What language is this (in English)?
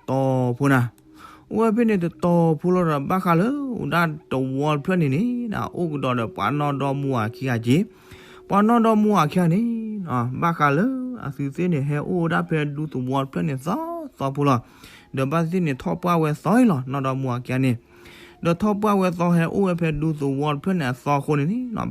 S'gaw Karen